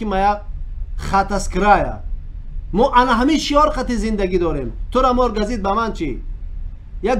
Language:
Tajik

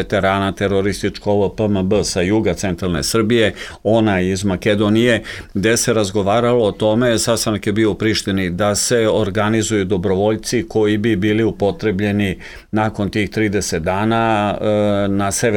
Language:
Serbian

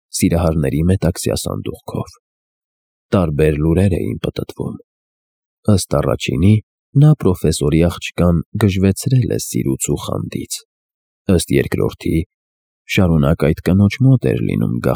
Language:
Armenian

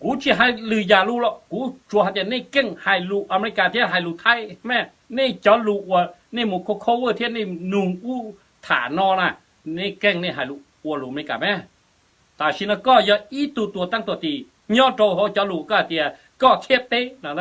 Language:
Hmong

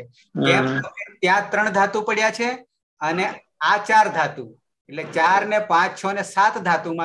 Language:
Gujarati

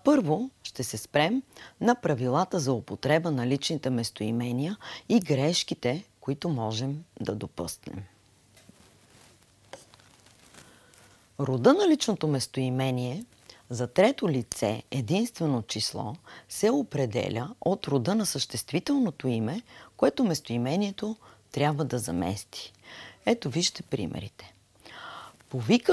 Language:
Bulgarian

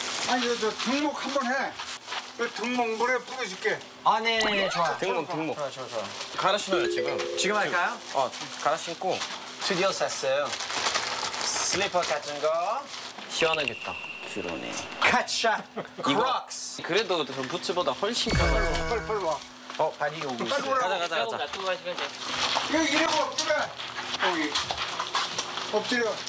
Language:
Korean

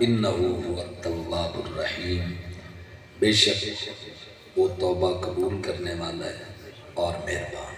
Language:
Saraiki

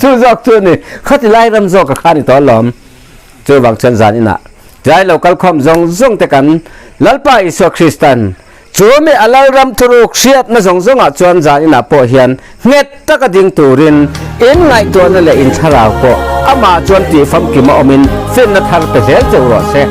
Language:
Mizo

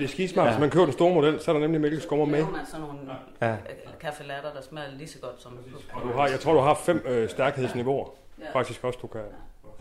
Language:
Danish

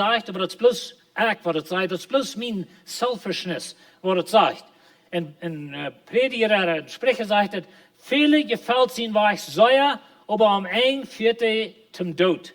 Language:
Plautdietsch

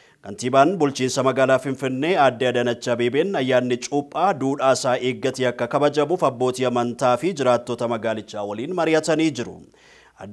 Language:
Oromo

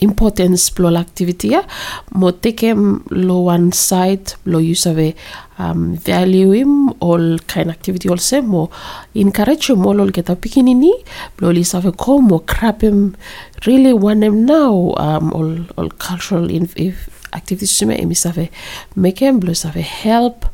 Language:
Bislama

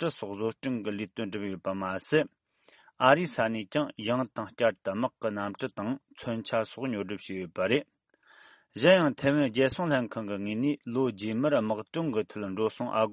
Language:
Tibetan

